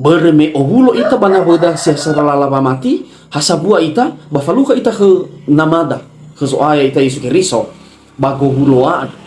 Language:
Nias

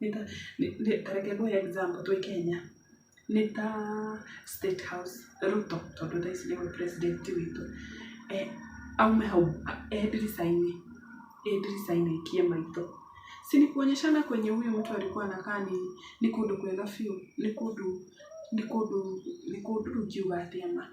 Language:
Kikuyu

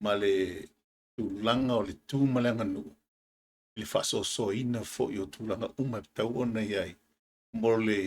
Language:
Samoan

